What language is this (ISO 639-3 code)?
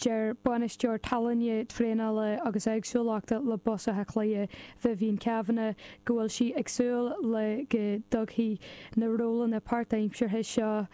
gle